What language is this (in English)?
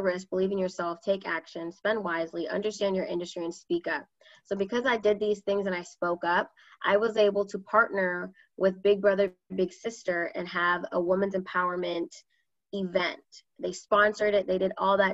English